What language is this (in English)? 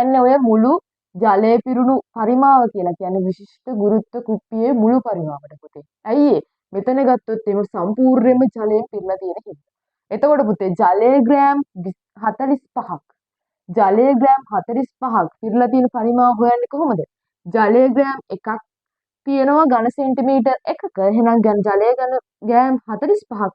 Sinhala